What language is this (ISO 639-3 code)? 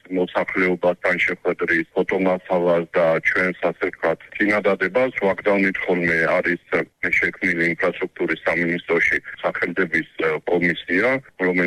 kat